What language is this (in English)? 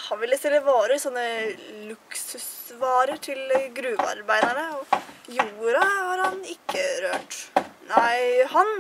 Norwegian